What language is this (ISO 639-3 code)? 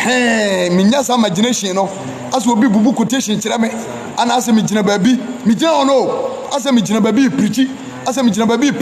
aka